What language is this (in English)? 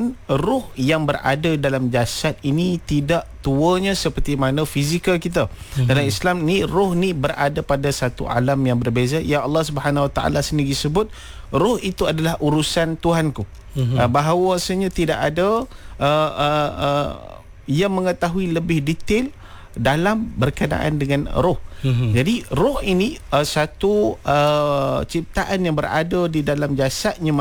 Malay